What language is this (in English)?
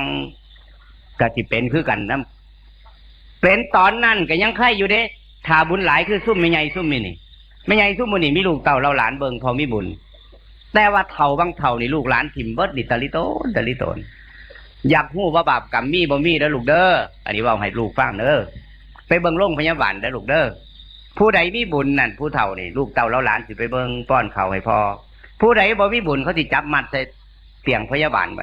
Northeastern Thai